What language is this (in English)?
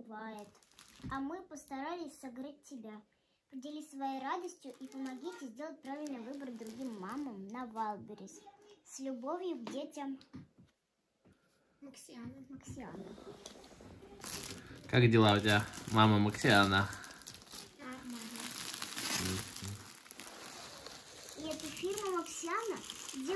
Russian